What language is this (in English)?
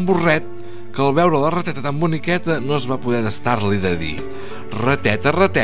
Catalan